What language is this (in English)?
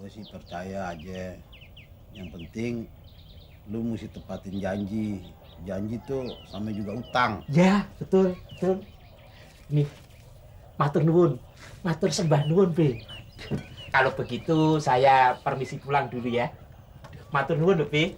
Betawi